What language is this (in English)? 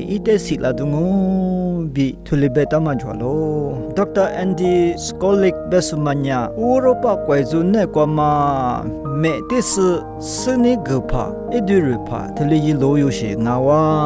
Lisu